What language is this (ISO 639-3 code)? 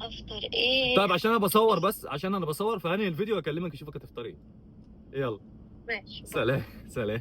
arz